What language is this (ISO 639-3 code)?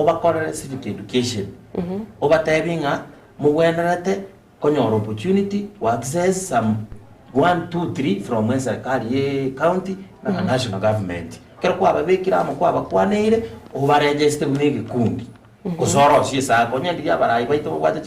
guz